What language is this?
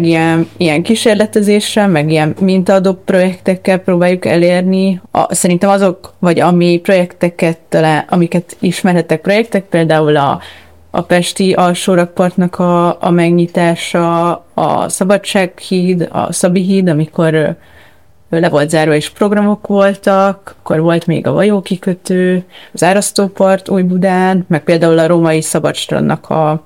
Hungarian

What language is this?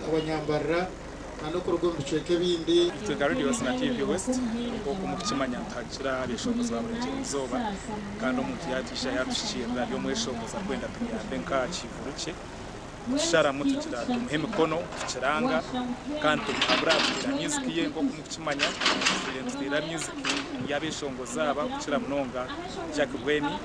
Nyankole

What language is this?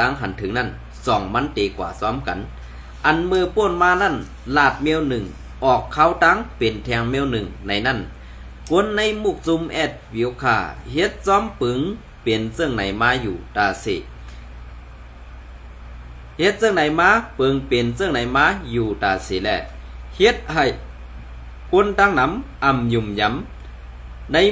Shan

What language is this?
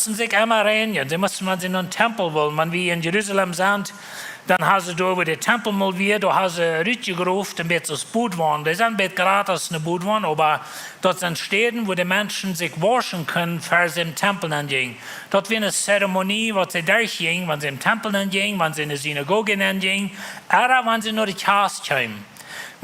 Plautdietsch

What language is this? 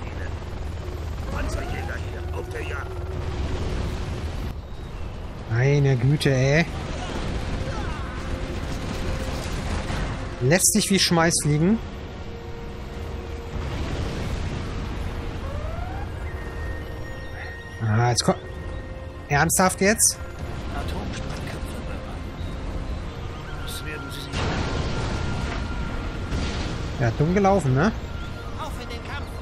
German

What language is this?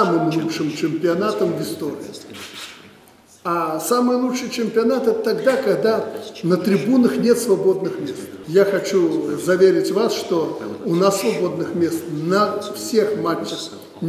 Russian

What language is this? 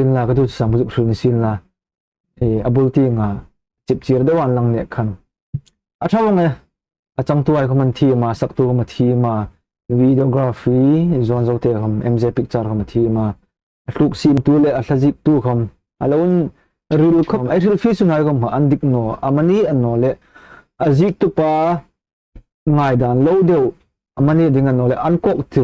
Hmar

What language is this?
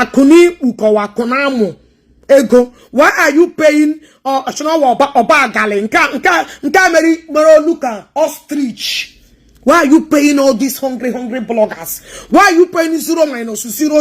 Igbo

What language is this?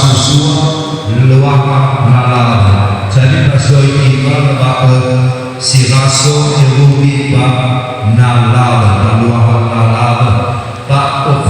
Nias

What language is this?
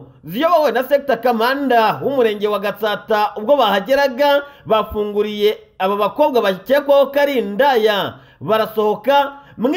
Kinyarwanda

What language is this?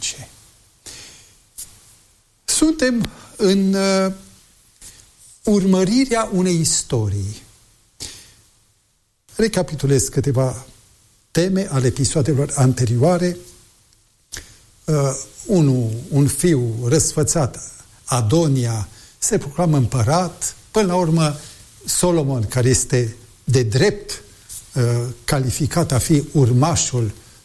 Romanian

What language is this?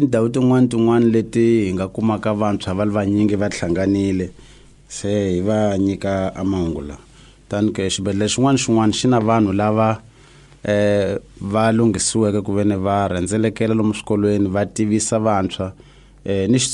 Tsonga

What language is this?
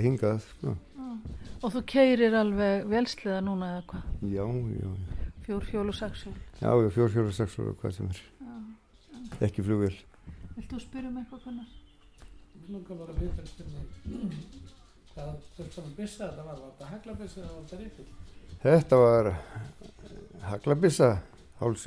Icelandic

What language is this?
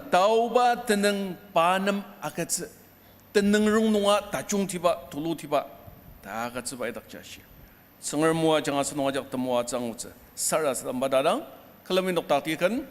Ao Naga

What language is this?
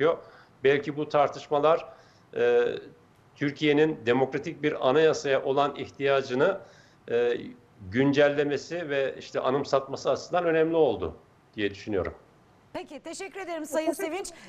Turkish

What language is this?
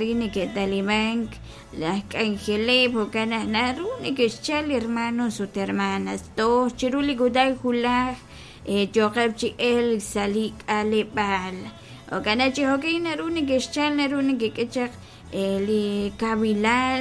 Kekchí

